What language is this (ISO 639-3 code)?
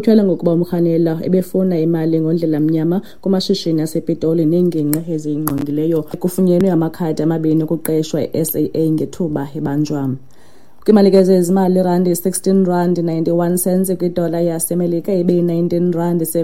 xho